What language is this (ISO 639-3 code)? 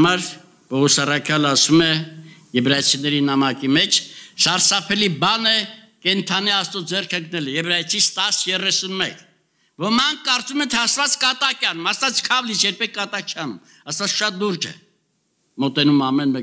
hye